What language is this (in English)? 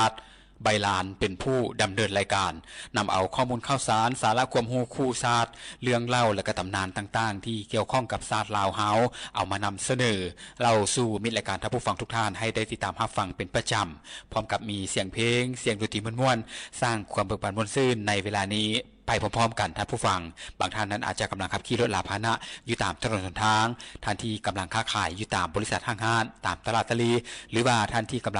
Lao